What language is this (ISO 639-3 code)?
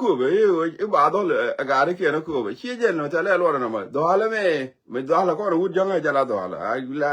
nus